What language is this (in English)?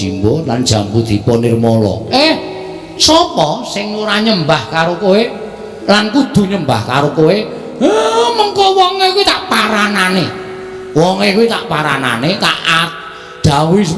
Javanese